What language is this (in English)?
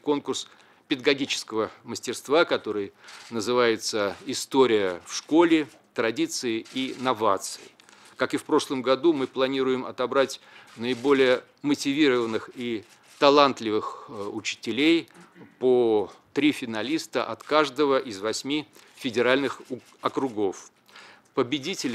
Russian